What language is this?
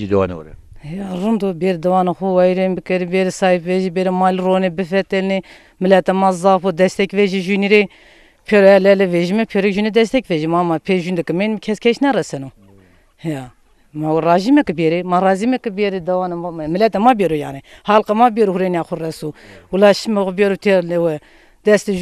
Zaza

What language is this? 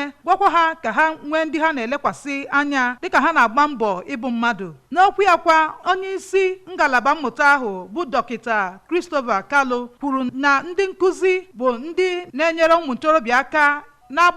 Igbo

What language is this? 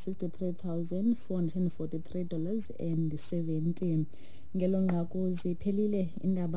Xhosa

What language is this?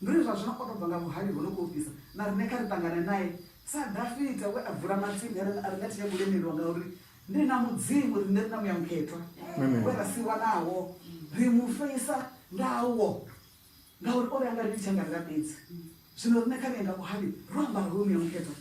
Venda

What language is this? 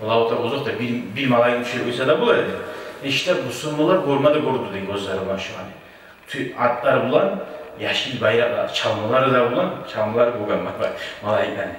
Kumyk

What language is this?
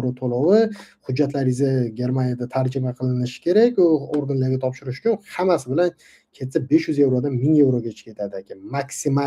Uzbek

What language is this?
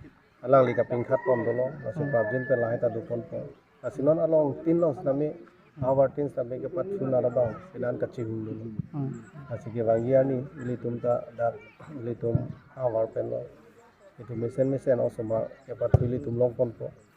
Karbi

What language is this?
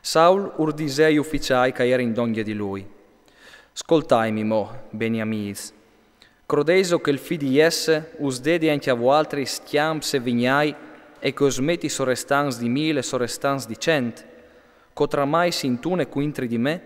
Friulian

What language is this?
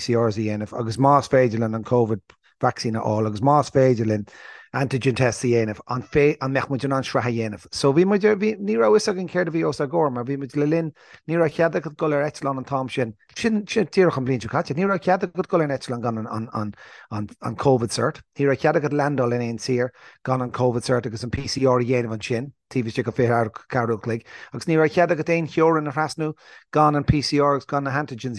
Irish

